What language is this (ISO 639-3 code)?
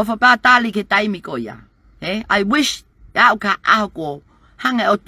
ton